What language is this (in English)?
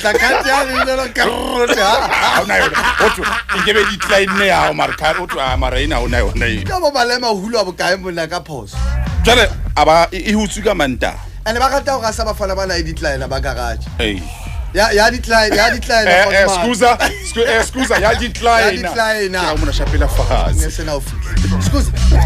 Southern Sotho